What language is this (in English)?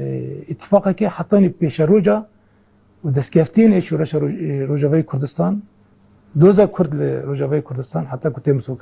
Kurdish